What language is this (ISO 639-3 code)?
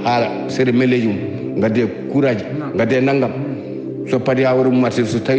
ful